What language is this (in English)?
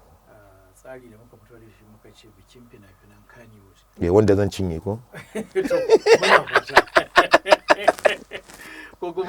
Hausa